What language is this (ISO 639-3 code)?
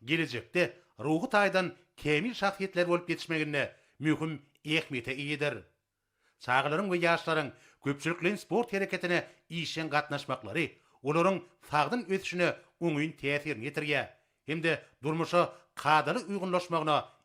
tuk